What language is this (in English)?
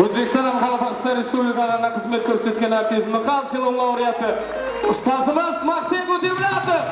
Kara-Kalpak